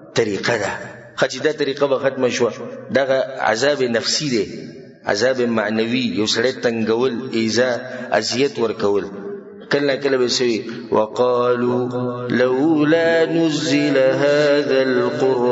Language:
Pashto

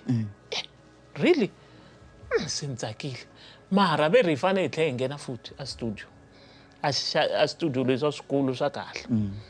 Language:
Tsonga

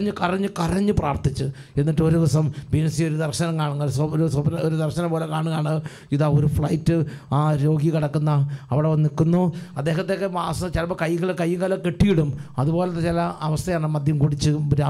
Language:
Malayalam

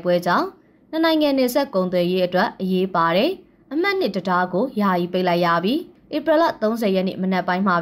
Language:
Burmese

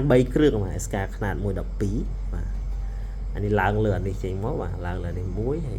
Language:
Khmer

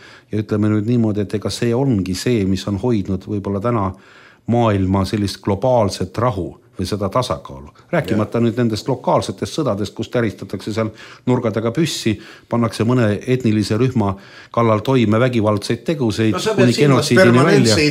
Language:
Estonian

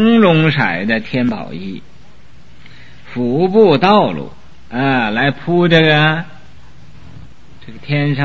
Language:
Chinese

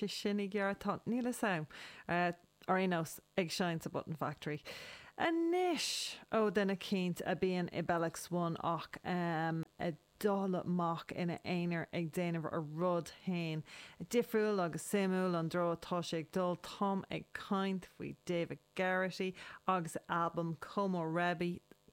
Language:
Irish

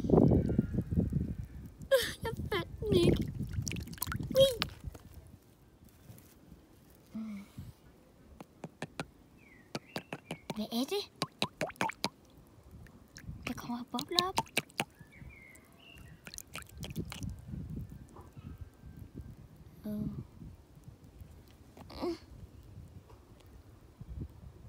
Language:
Danish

